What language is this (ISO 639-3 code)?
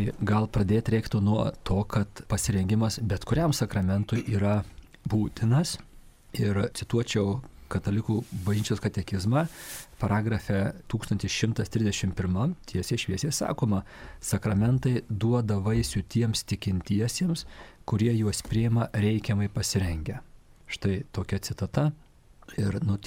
lit